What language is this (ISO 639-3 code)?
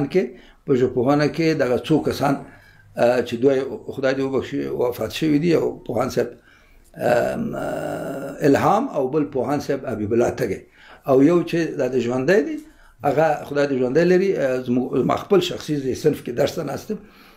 pus